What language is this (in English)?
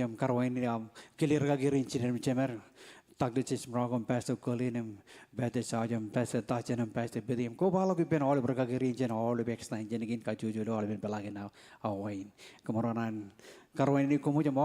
Marshallese